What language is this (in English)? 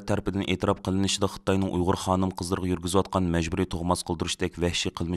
Uyghur